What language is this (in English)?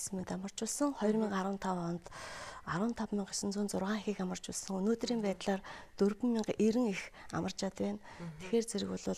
Mongolian